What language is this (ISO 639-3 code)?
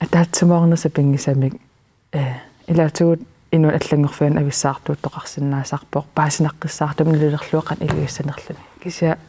kal